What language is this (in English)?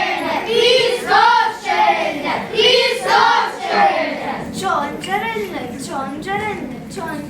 Chuvash